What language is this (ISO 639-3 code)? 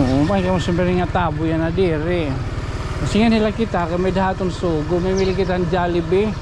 war